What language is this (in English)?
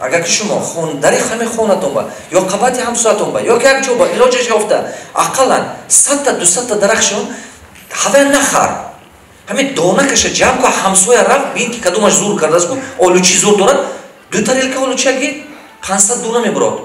Tajik